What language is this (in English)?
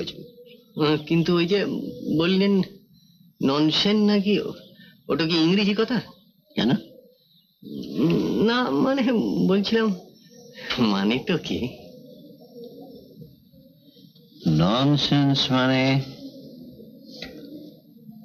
Bangla